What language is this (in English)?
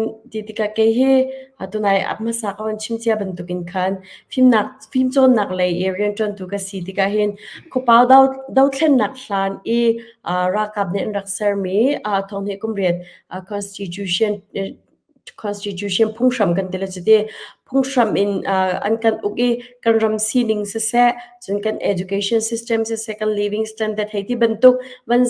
Hakha Chin